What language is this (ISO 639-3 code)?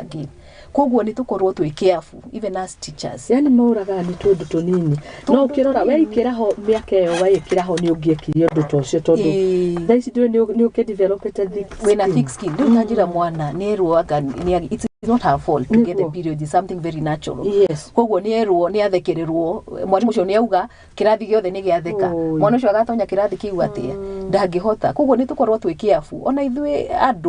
kik